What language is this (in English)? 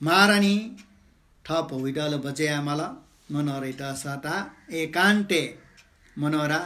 Newari